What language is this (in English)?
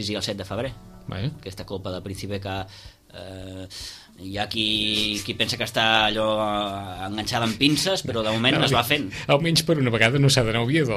Catalan